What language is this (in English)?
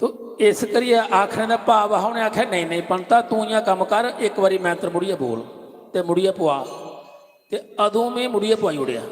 Dogri